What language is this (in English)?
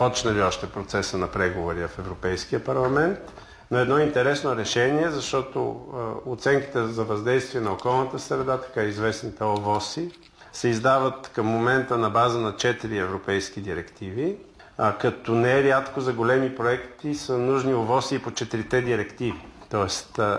Bulgarian